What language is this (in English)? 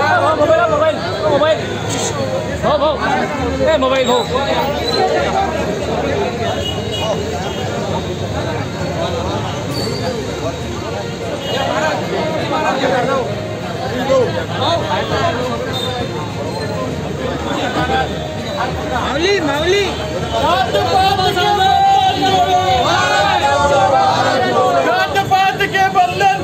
Marathi